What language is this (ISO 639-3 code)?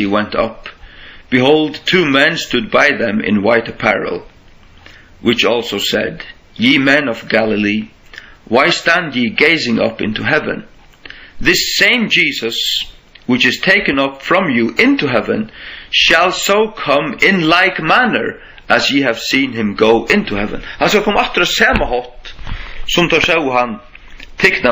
fao